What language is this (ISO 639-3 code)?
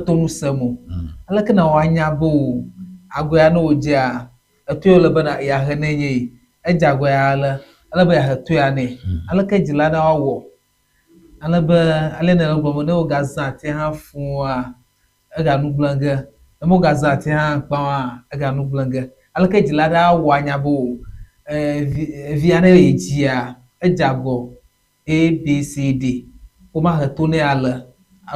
ewe